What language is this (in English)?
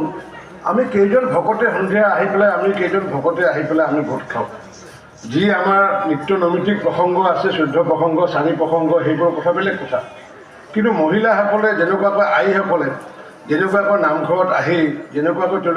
Assamese